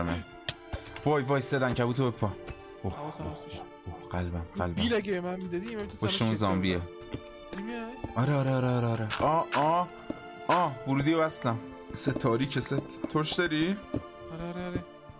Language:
Persian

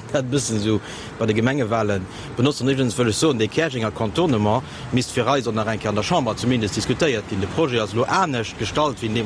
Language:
Luxembourgish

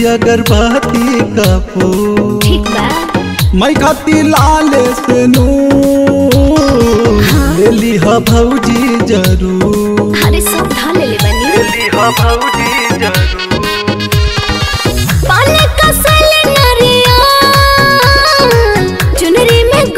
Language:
Bhojpuri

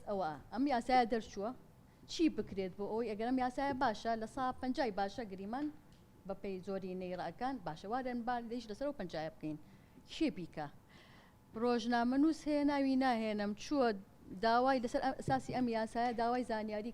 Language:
Central Kurdish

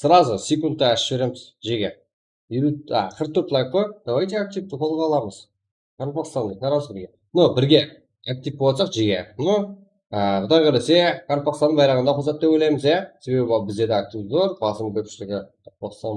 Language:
Kara-Kalpak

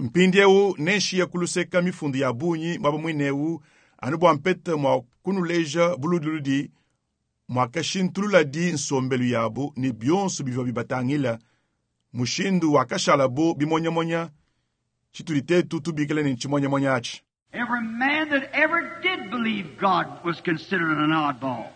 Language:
Luba-Lulua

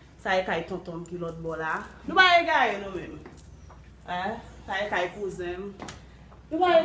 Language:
Haitian Creole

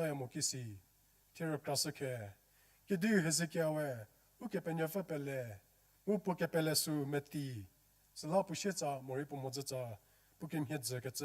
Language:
Angami Naga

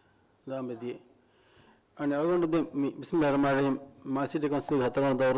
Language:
Divehi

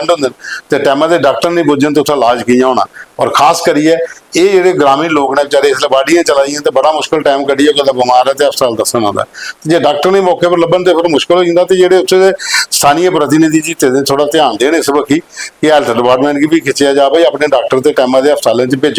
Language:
Dogri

